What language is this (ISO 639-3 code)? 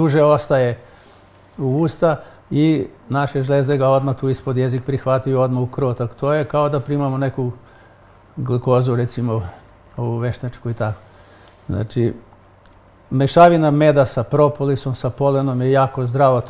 srp